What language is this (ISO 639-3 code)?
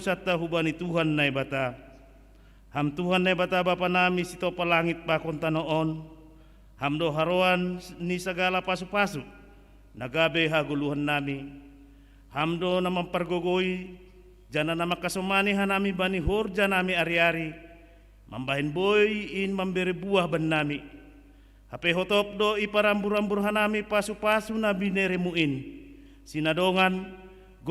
bts